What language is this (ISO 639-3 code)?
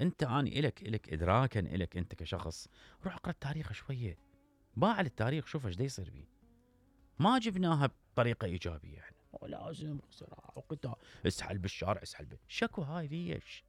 acm